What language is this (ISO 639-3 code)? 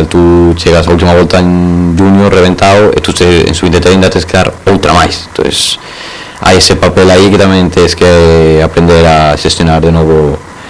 glg